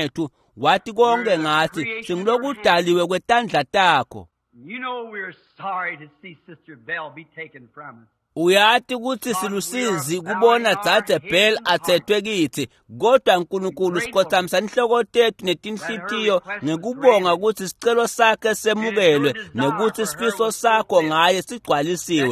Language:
Swati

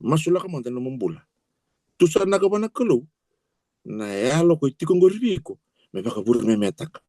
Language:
Fijian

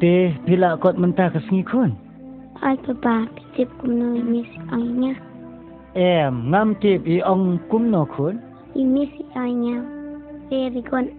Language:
Khasi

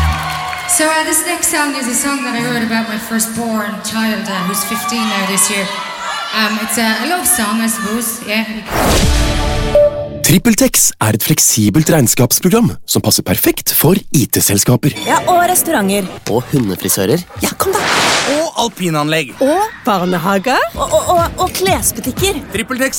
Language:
Norwegian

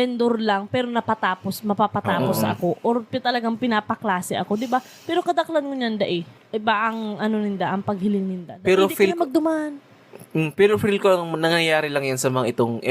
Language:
Bikol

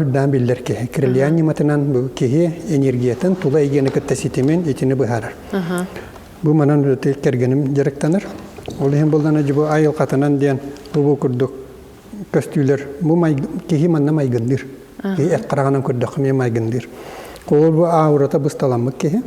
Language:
Yakut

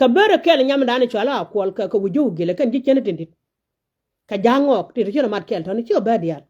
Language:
Nuer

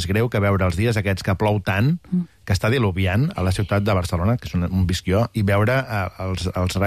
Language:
Catalan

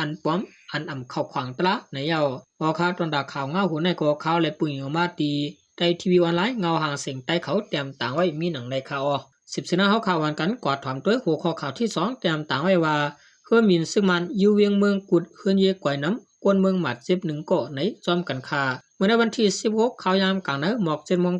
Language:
Shan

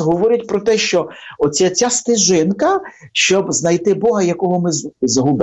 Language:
Ukrainian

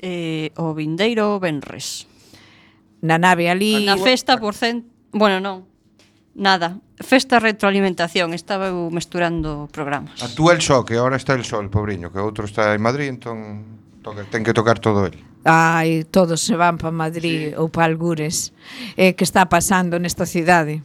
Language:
Galician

